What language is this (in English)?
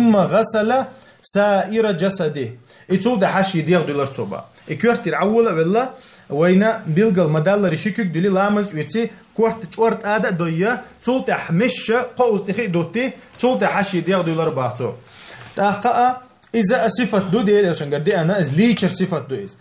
Chechen